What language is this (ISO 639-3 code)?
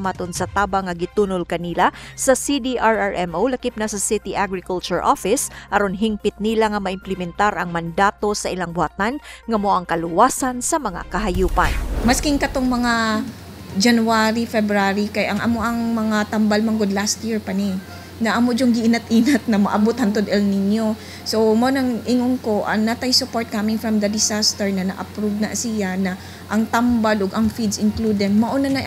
ceb